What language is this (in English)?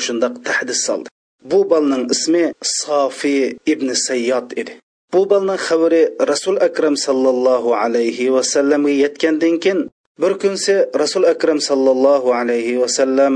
Uyghur